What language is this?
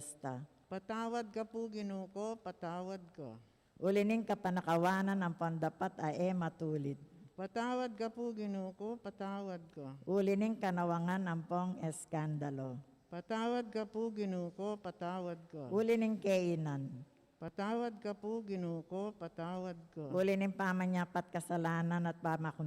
Pampanga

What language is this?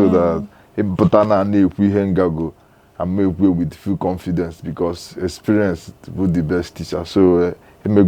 Igbo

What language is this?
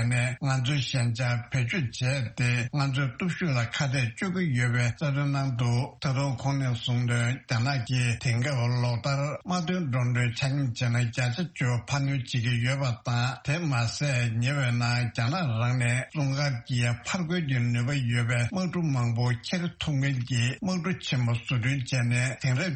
Tibetan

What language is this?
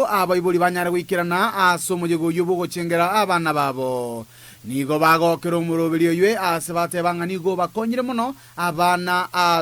Gusii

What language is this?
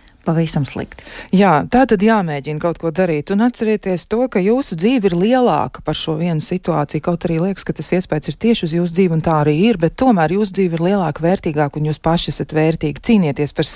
Latvian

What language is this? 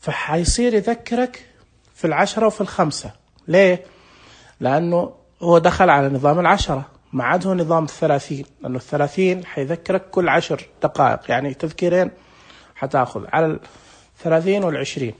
Najdi Arabic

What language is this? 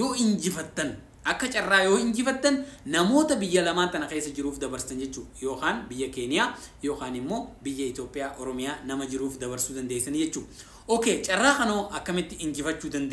Oromo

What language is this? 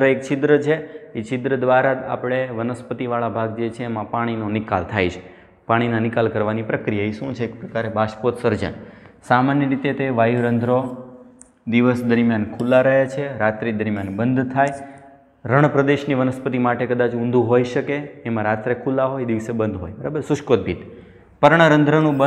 Gujarati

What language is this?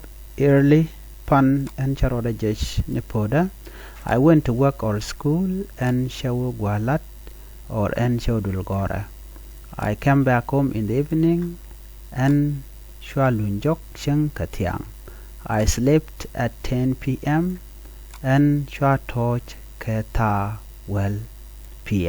Nuer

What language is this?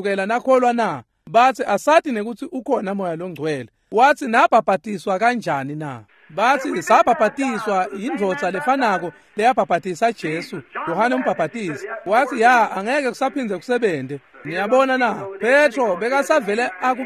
Swati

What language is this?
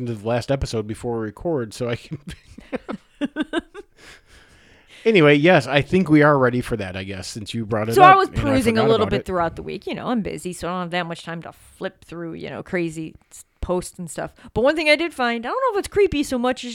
English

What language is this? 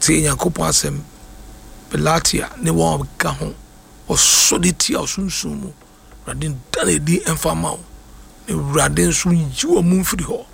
Akan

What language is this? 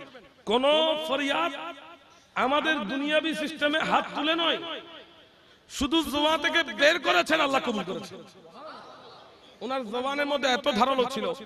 Bangla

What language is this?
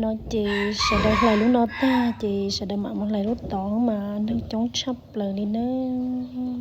Hmong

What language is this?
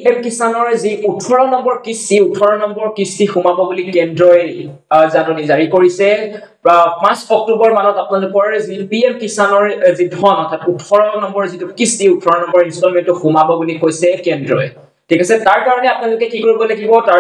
Assamese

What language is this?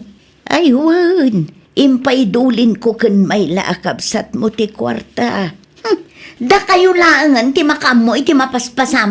Iloko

